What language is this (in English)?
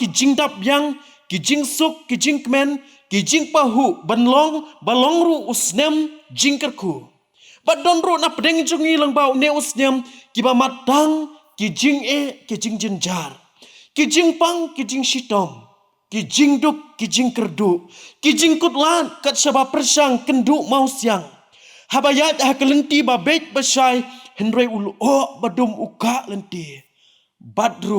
Khasi